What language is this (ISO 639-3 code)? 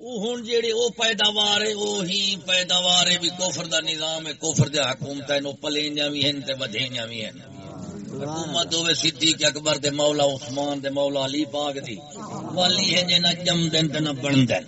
skr